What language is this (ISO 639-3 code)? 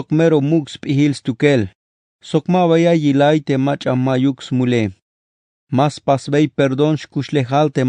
tzh